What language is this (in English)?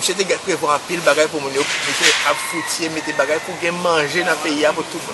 Haitian Creole